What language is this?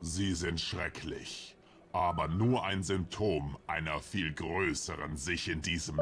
Swiss German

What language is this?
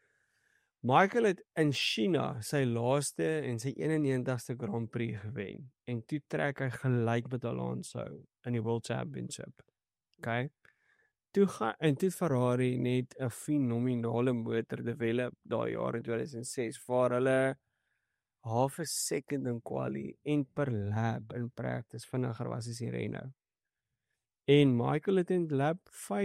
Afrikaans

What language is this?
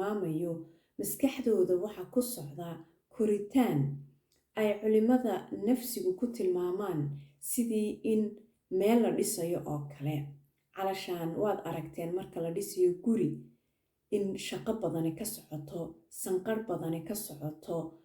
Somali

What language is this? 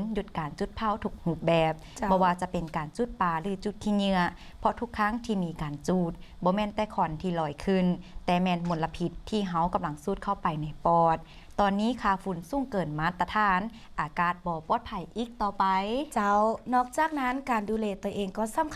Lao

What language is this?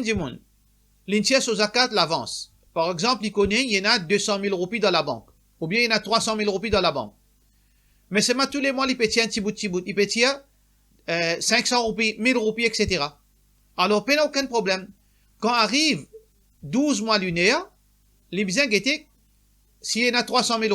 Morisyen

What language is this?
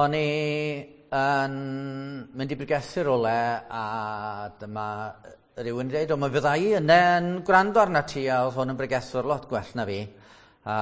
Welsh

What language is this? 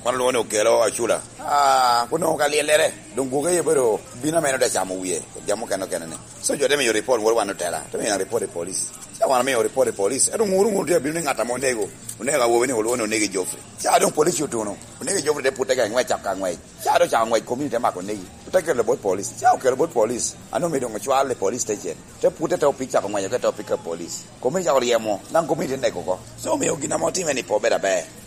Lango (Uganda)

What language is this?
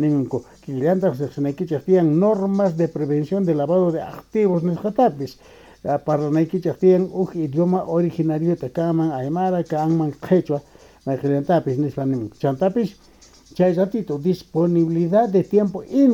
South Bolivian Quechua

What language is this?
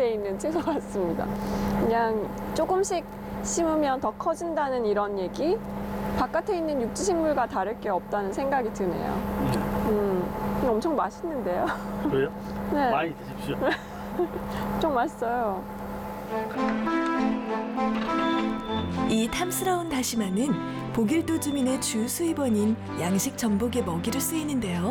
Korean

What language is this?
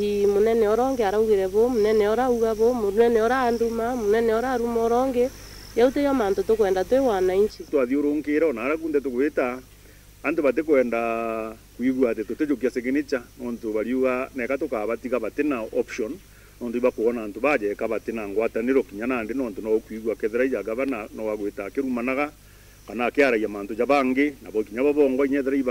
Meru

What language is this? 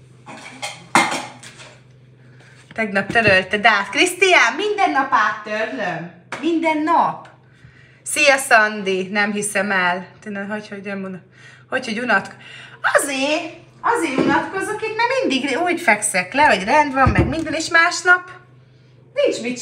Hungarian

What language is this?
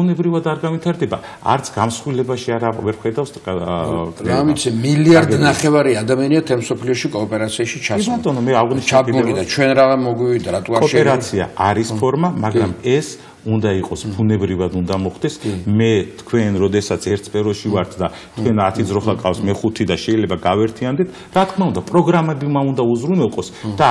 Georgian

